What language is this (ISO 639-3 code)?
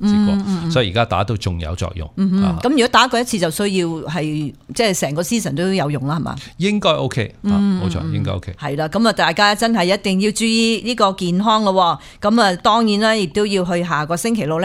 yue